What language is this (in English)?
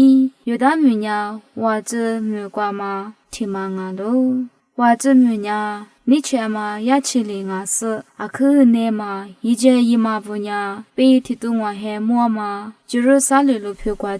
Lisu